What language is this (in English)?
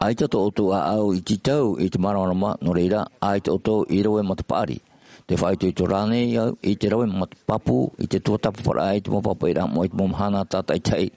Tahitian